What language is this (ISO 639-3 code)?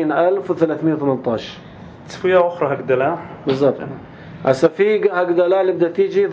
apc